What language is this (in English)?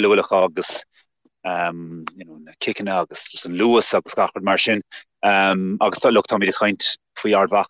Irish